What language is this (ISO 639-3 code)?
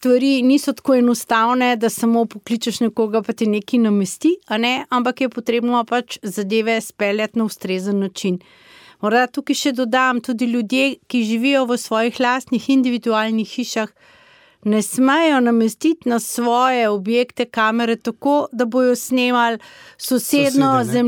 slv